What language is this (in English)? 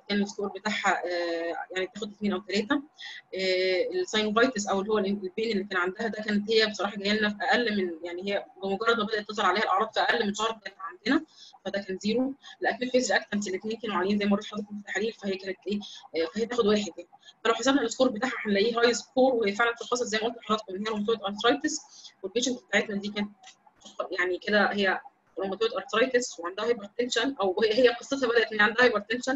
Egyptian Arabic